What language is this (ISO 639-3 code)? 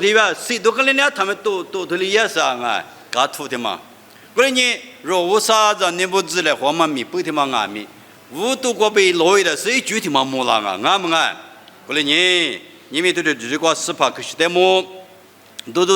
lis